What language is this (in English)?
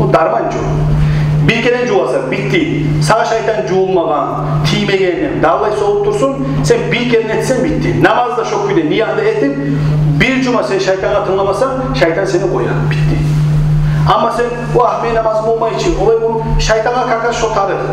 Kumyk